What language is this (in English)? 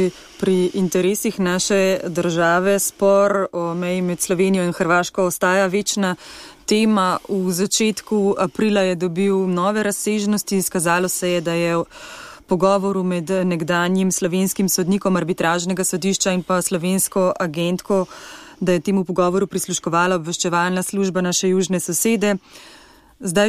Slovenian